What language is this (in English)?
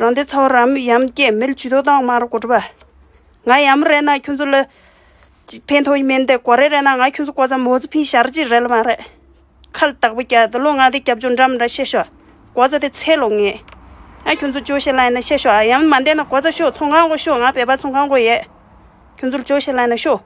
Tibetan